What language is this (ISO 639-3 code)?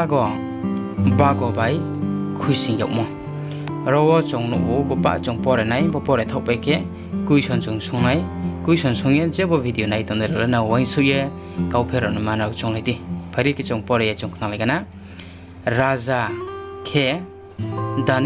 ria